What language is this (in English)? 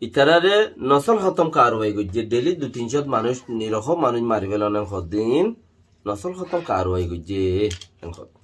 Rohingya